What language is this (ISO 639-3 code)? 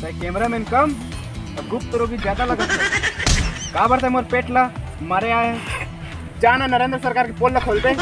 hne